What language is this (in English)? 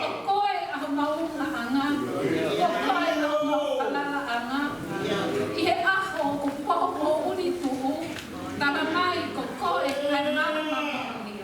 Tongan